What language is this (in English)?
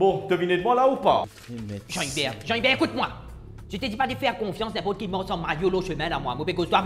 Morisyen